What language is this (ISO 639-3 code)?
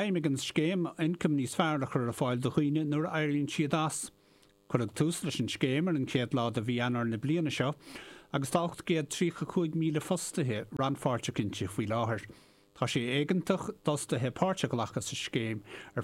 gle